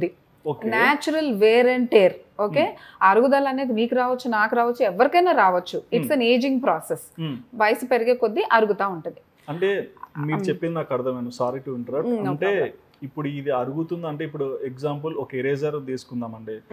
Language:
Telugu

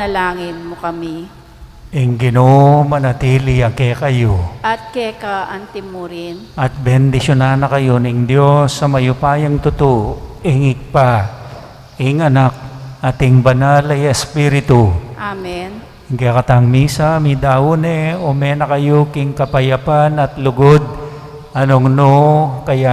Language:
Pampanga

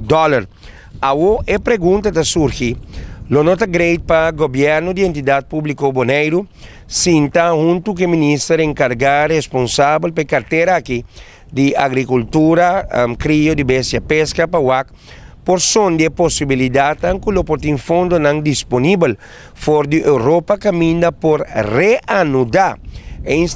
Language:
Papiamento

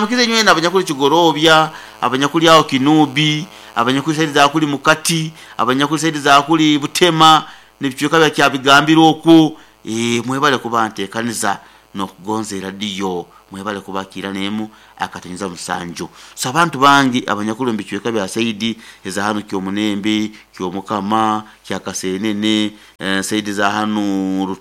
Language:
Nyoro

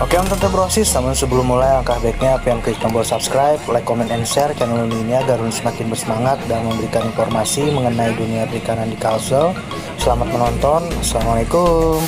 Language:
Banjar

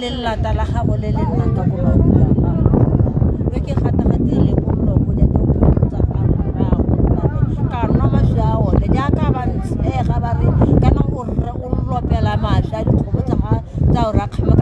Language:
Tswana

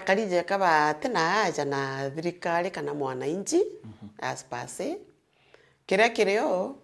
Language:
Meru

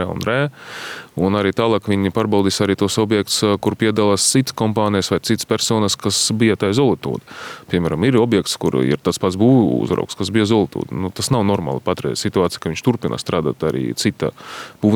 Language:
Latvian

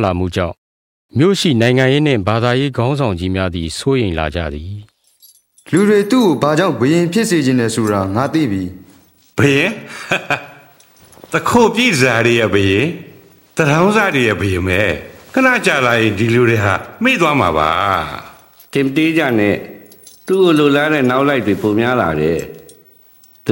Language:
Burmese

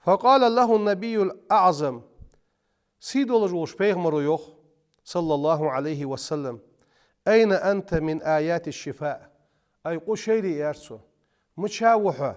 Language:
Ingush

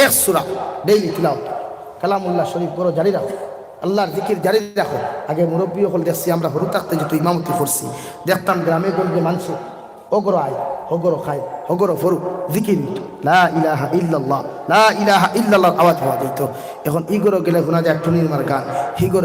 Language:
Sylheti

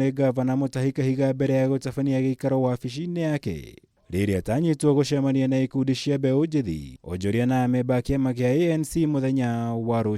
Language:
Kikuyu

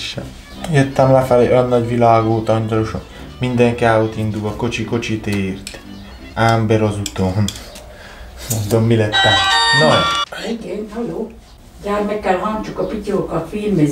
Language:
Hungarian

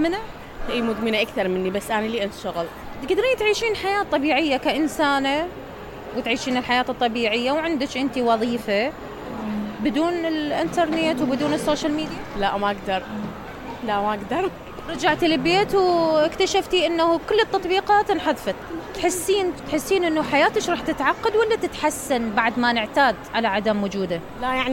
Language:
Mesopotamian Arabic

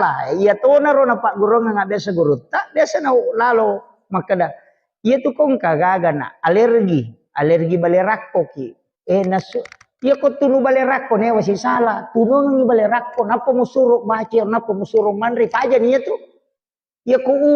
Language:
Buginese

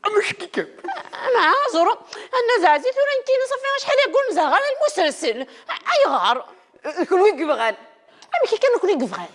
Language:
Kabyle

